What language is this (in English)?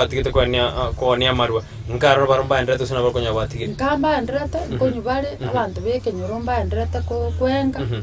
Gusii